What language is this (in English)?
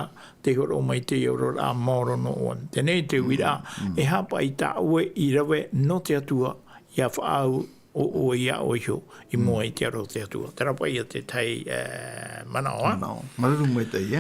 Tahitian